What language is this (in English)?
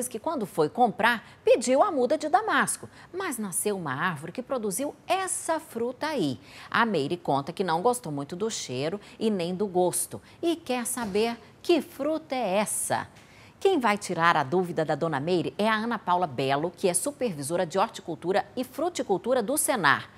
Portuguese